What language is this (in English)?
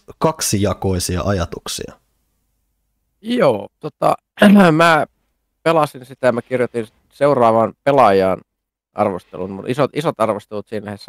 Finnish